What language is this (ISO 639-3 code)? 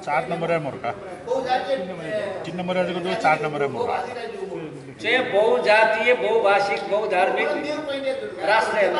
new